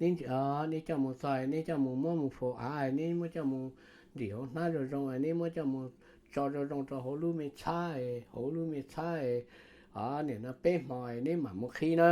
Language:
Hmong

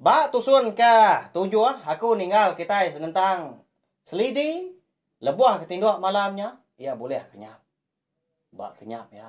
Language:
Iban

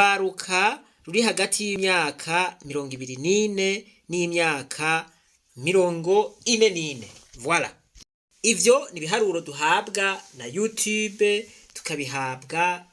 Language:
Rundi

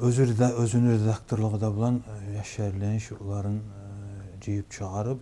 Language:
Kumyk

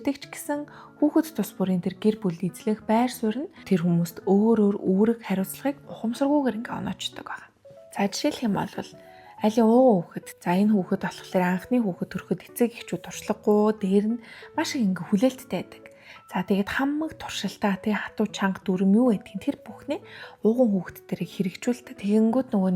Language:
Mongolian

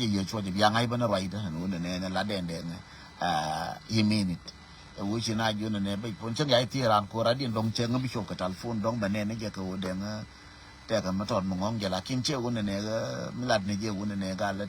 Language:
Nuer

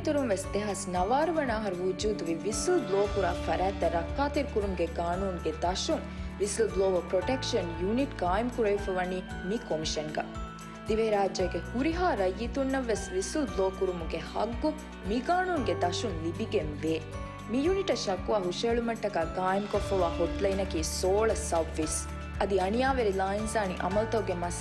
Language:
Divehi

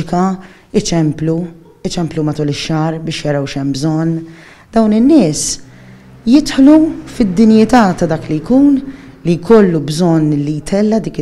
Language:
Maltese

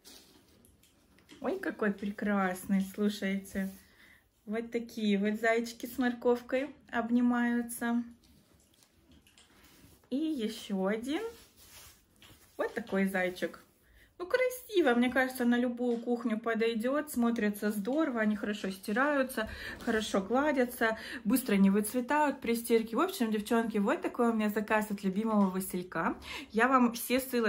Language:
Russian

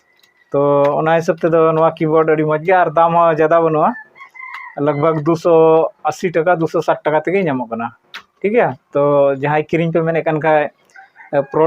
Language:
Santali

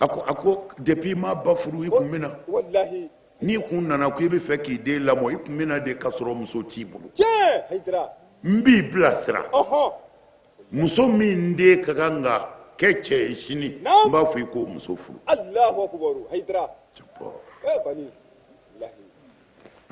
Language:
Bambara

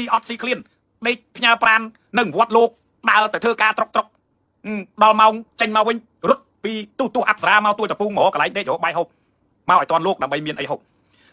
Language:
Khmer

